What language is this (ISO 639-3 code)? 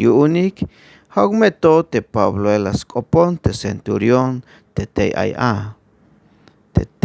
tzh